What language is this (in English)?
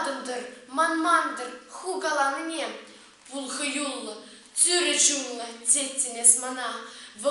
Chuvash